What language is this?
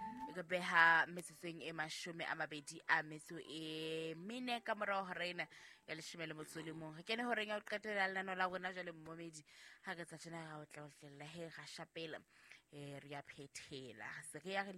Southern Sotho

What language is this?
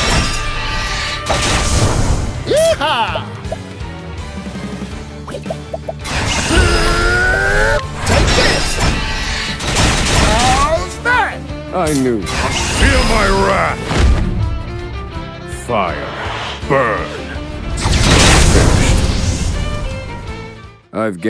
English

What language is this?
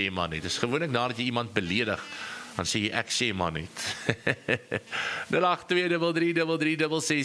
Afrikaans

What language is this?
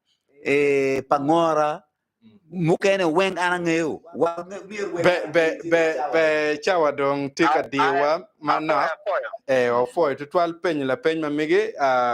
Acoli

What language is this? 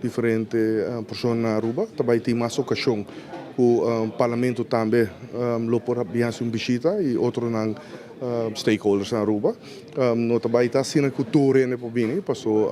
Papiamento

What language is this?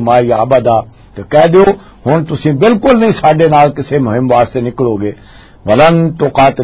Western Panjabi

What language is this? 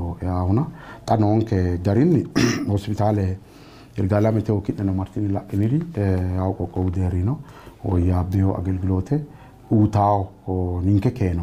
Sidamo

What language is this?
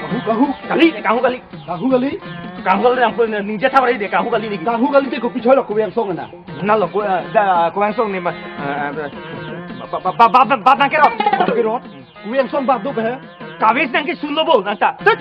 Karbi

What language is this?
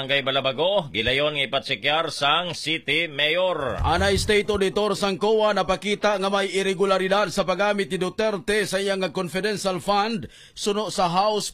Hiligaynon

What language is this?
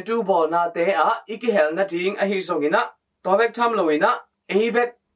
Tedim Chin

